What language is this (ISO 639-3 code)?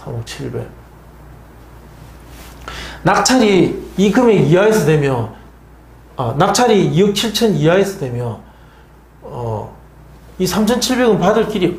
kor